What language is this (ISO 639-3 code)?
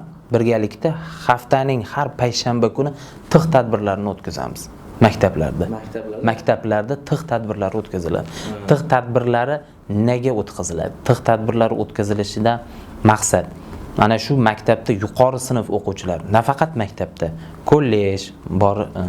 uzb